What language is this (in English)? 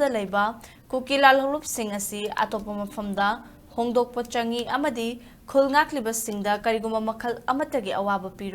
Manipuri